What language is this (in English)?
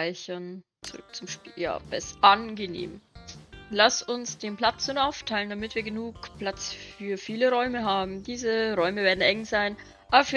Bavarian